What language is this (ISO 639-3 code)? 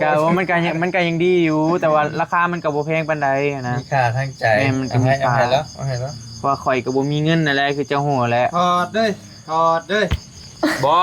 tts